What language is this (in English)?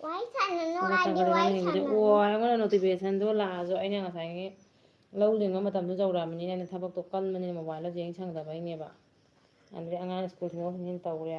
Manipuri